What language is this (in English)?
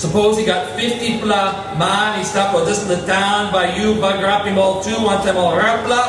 Tok Pisin